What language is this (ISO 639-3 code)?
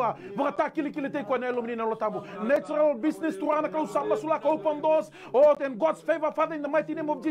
fij